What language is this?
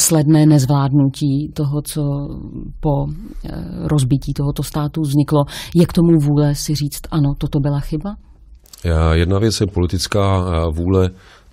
Czech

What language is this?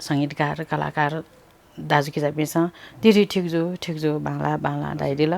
Newari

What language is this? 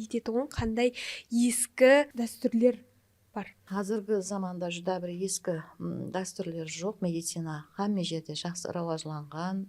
Kara-Kalpak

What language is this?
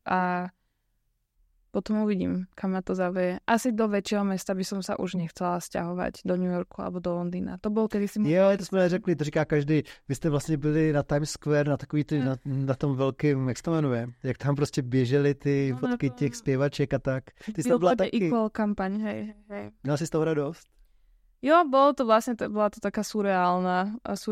Slovak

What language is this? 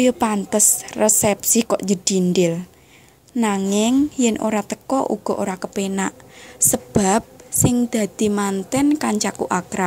Javanese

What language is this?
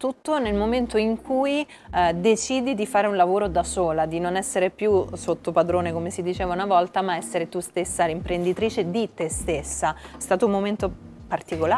Italian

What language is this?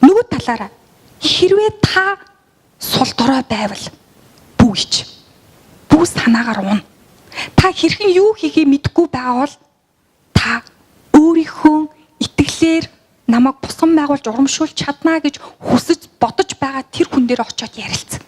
Mongolian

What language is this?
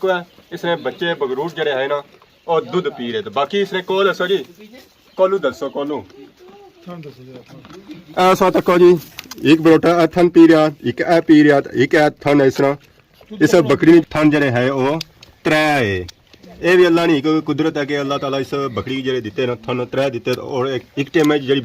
Pahari-Potwari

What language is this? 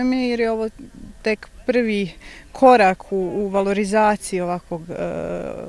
Croatian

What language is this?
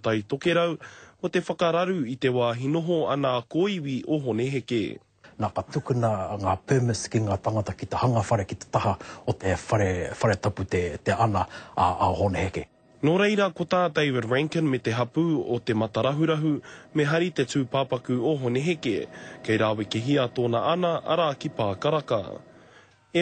Māori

